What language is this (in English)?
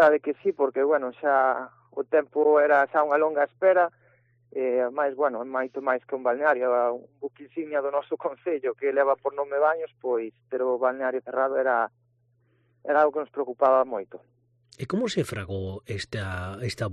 Galician